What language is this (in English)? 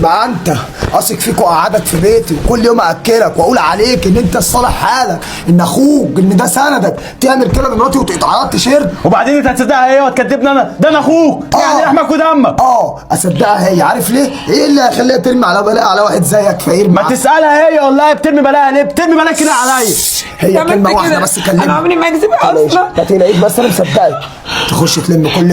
Egyptian Arabic